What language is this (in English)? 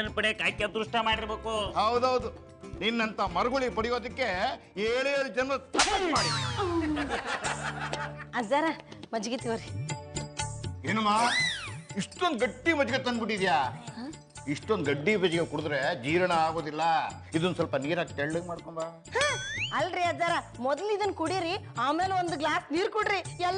Kannada